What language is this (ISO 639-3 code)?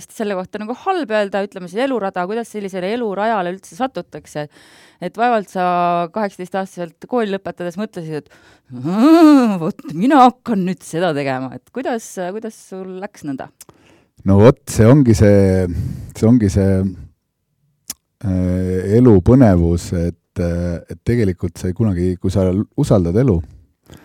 est